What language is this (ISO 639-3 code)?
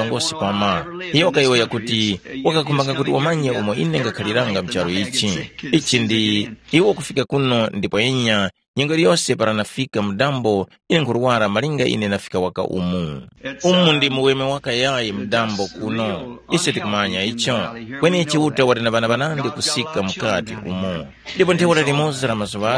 tum